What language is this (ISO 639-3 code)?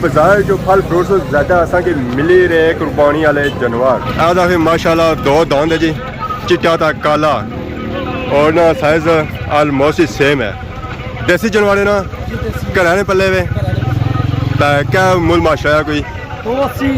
phr